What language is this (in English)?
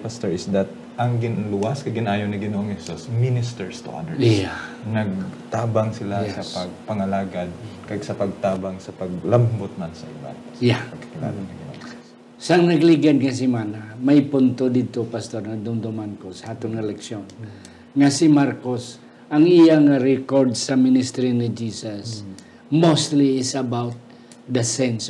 Hiligaynon